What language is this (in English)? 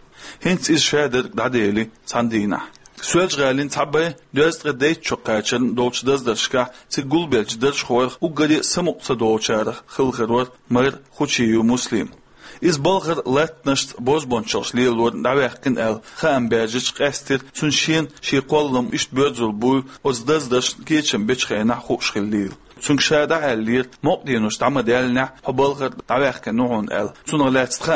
Chechen